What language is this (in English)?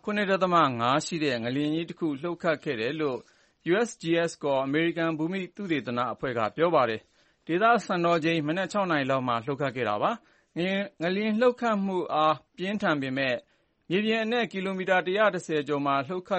Burmese